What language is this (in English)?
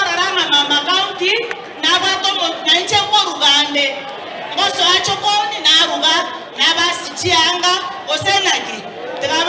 Gusii